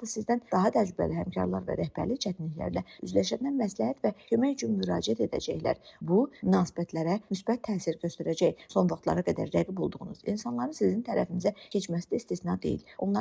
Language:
Azerbaijani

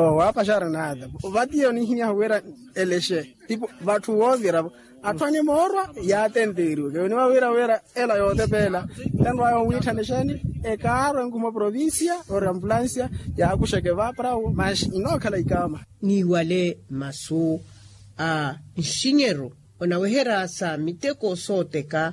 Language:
Makhuwa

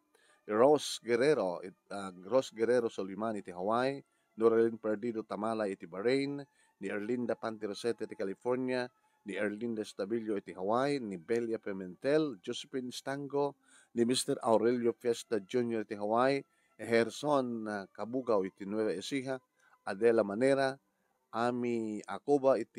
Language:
Iloko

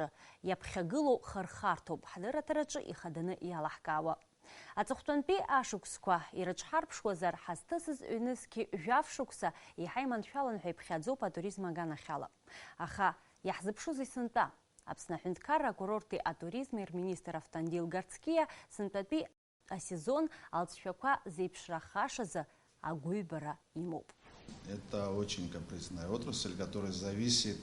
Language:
Abkhazian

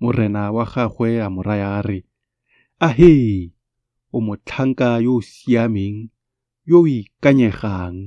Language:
Tswana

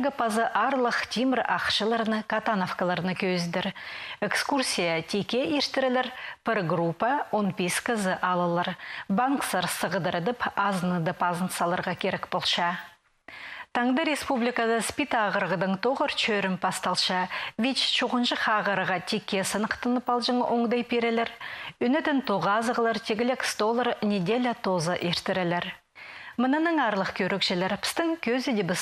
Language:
Khakas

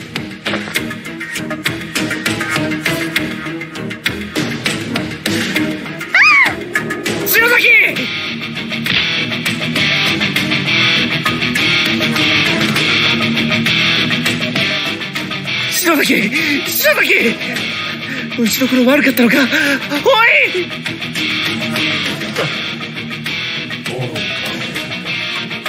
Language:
Japanese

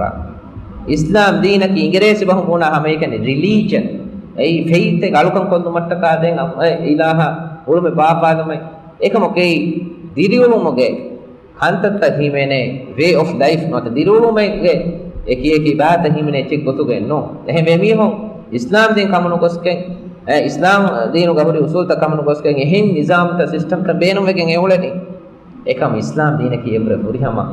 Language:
Divehi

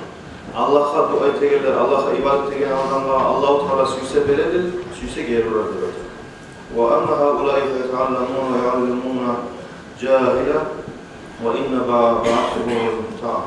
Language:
Kumyk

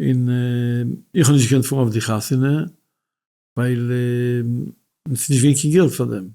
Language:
Yiddish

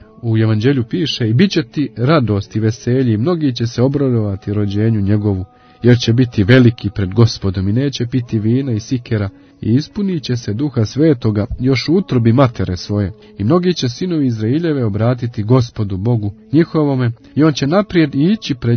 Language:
Croatian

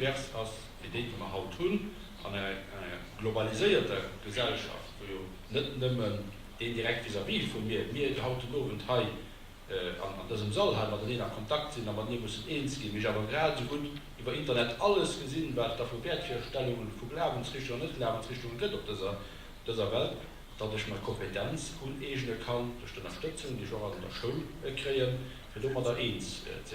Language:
Luxembourgish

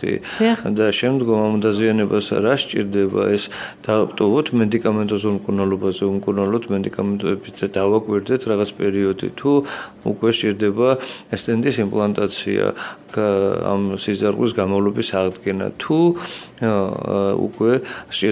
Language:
Georgian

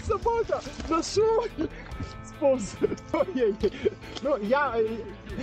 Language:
Ukrainian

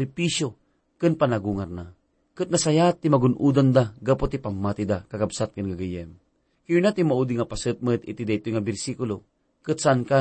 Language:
Iloko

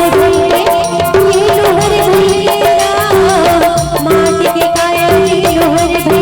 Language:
Chhattisgarhi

